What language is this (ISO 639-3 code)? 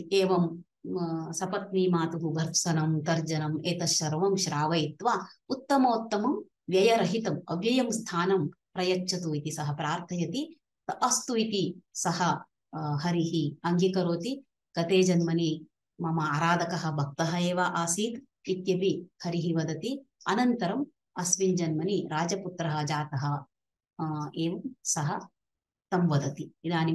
san